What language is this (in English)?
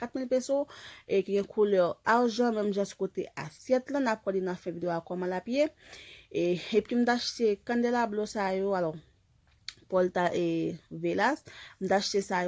Haitian Creole